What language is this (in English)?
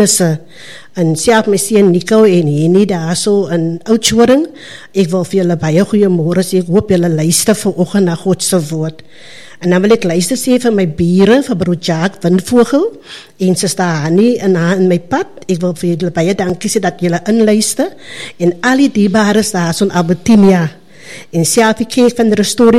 Afrikaans